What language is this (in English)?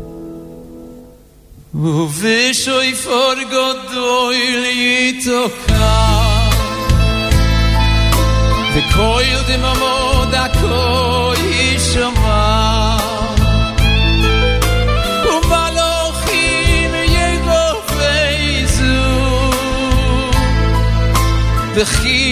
Hebrew